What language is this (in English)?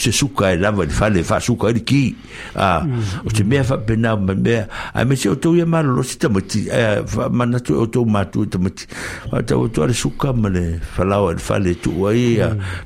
Samoan